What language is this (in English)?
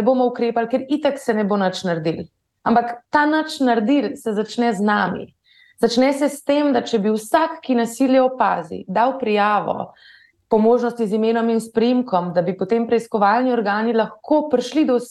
Slovenian